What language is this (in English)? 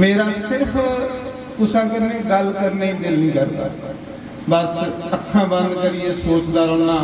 Dogri